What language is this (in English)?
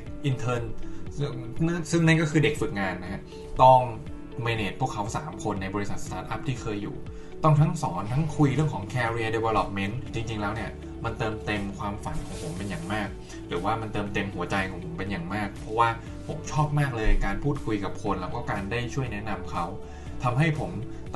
Thai